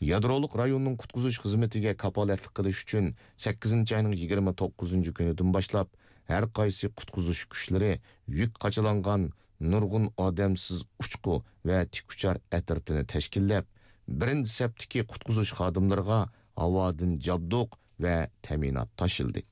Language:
Uyghur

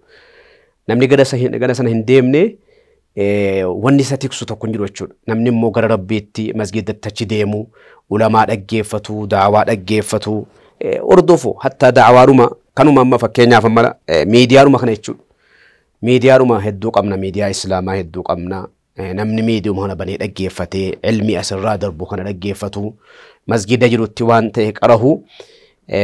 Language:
Oromo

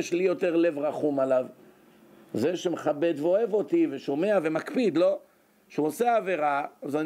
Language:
Hebrew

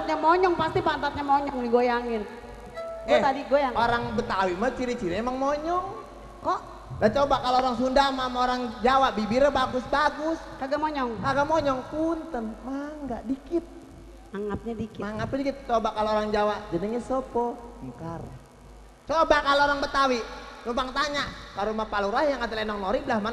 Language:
Betawi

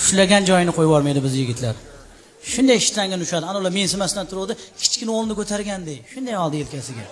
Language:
Uzbek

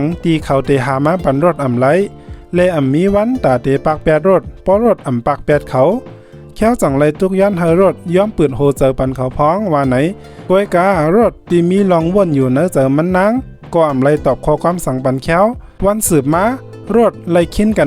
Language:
Shan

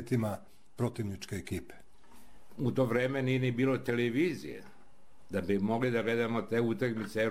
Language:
Serbian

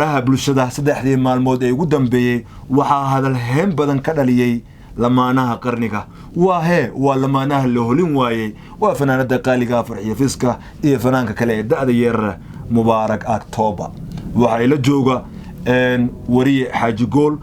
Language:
Somali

